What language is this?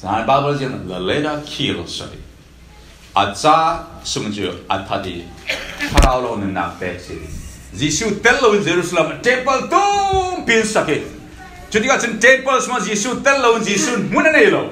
Falam Chin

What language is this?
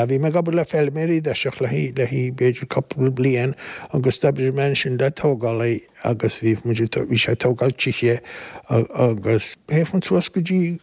Irish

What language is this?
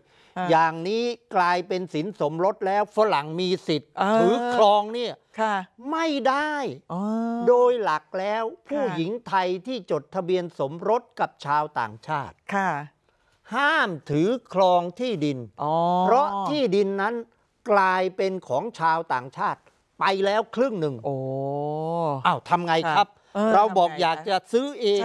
Thai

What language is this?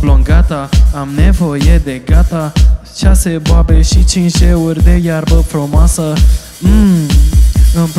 Romanian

